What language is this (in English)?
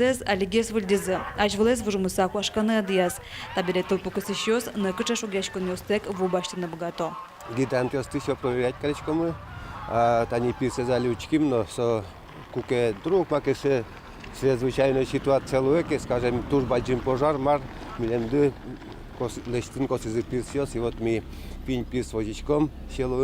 Udmurt